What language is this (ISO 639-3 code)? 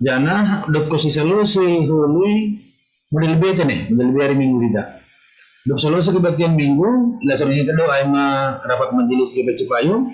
bts